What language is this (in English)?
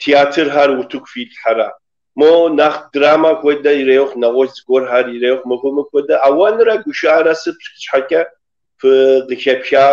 Kabardian